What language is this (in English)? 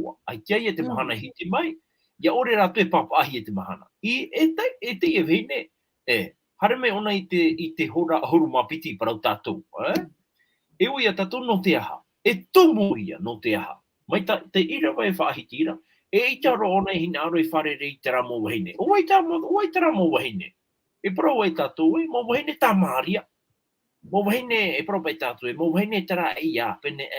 Tahitian